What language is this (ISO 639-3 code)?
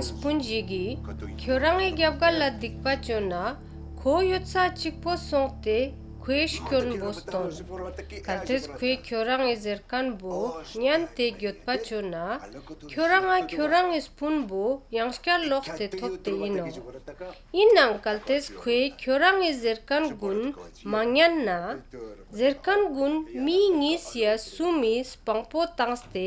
lbj